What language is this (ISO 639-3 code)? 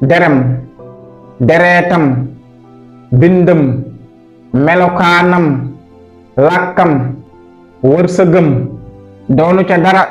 wol